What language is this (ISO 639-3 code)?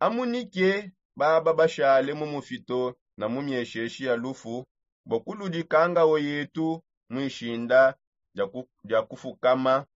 sop